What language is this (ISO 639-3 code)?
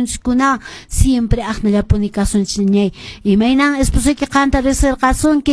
que